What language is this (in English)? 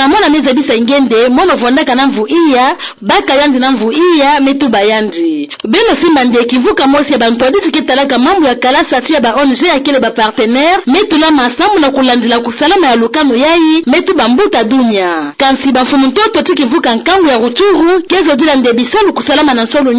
Kituba (Democratic Republic of Congo)